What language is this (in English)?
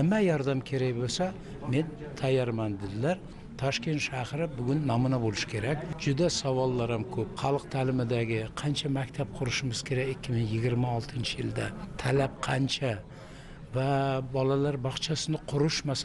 Uzbek